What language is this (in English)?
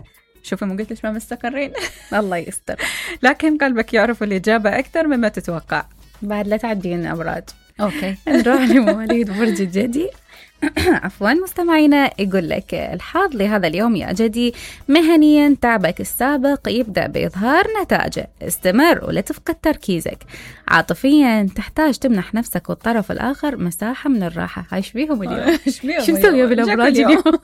Mesopotamian Arabic